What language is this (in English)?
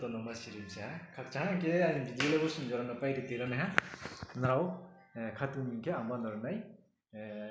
Riang (India)